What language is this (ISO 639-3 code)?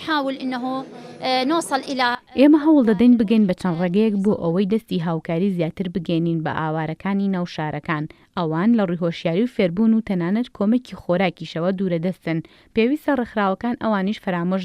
ckb